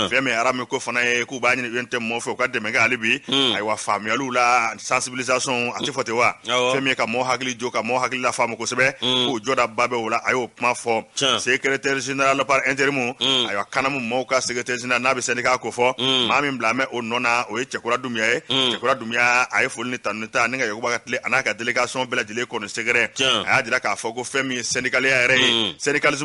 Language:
Bambara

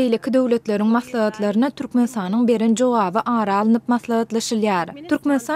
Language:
Turkmen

